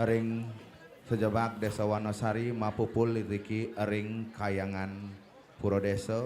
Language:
Balinese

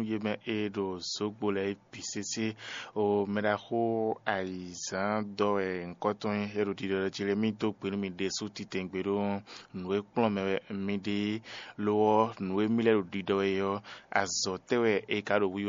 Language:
Fon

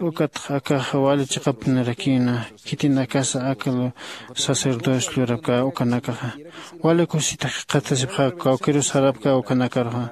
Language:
Aymara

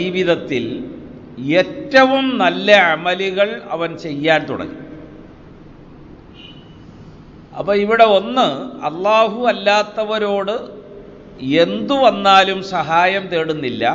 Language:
Malayalam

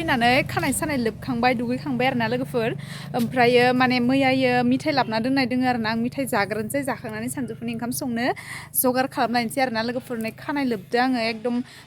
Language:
Bodo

